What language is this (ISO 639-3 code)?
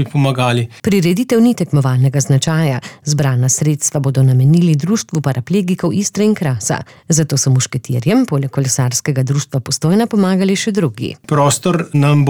slv